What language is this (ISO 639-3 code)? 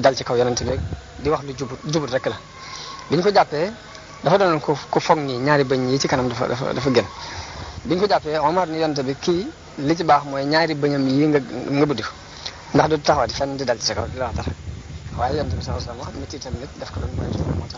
wol